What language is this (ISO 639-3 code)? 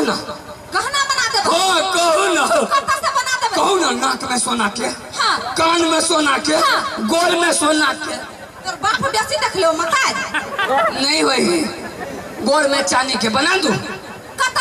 mai